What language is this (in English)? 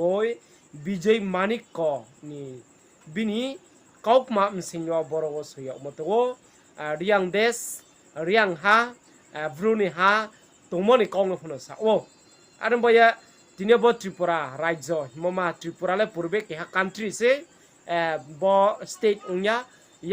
Riang (India)